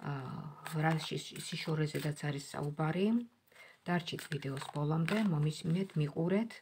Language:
Georgian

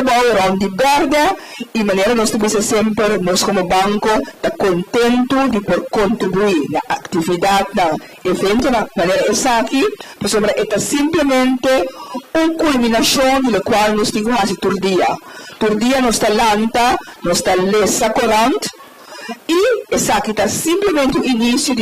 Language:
Papiamento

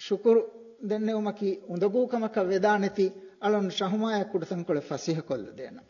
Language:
Divehi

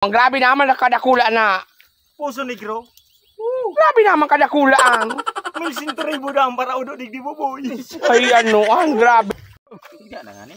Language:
Bikol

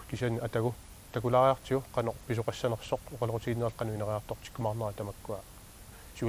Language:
Kalaallisut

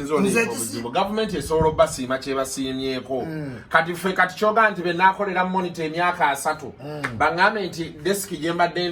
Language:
Ganda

